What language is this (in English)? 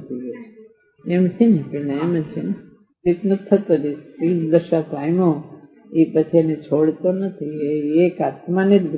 Gujarati